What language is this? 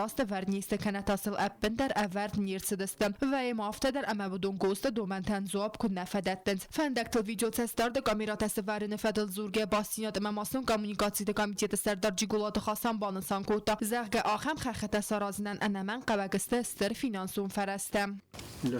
Ossetic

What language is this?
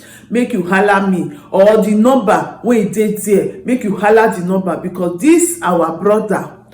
Nigerian Pidgin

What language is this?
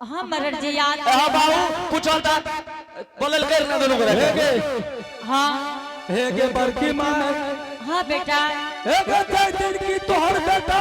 Angika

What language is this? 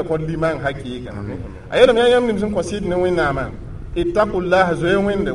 Mossi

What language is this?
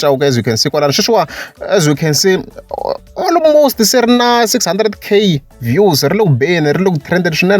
Tsonga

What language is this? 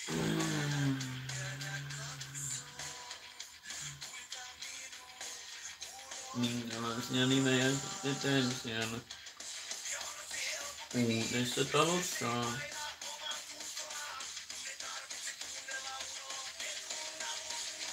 Finnish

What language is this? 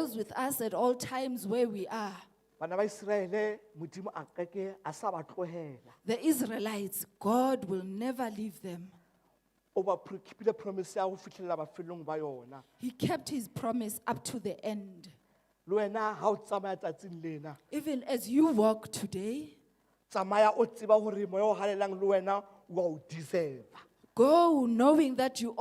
Southern Sotho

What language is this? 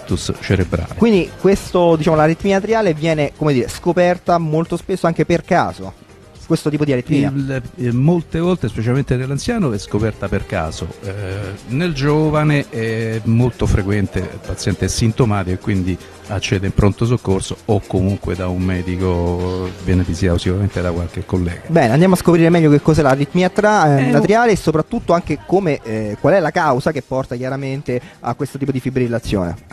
Italian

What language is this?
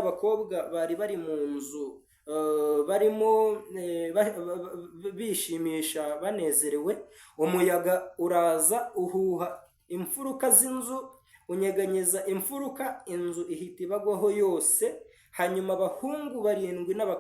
Kinyarwanda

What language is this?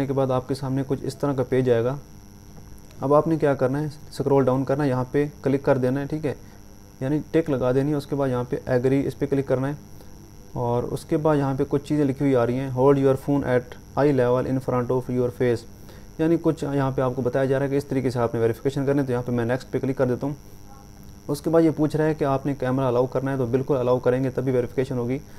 Hindi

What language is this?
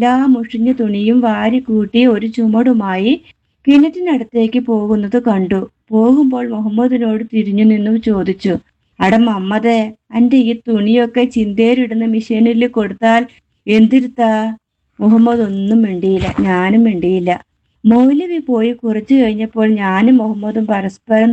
Malayalam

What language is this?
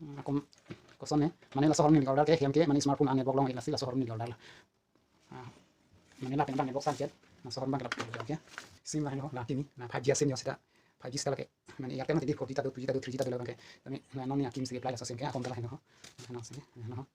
Karbi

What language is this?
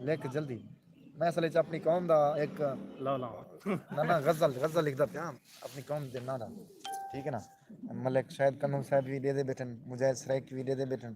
Saraiki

